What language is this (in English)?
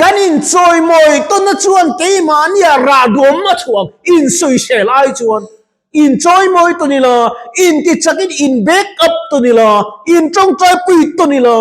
Mizo